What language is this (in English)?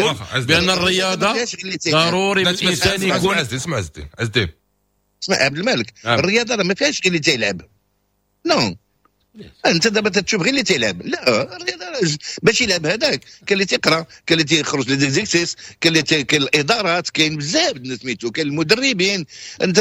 Moroccan Arabic